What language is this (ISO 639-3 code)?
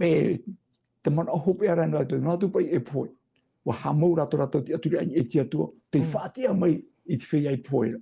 tah